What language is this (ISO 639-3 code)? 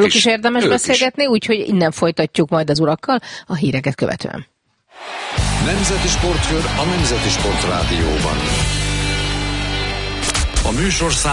hun